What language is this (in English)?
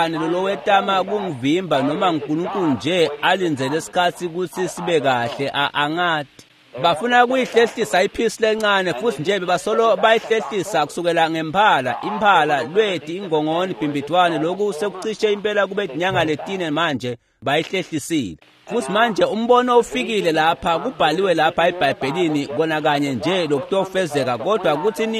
Swati